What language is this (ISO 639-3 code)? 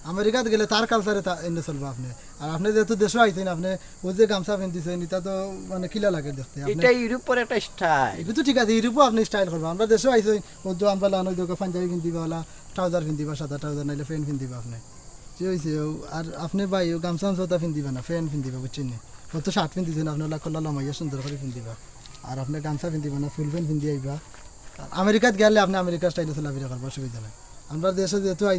syl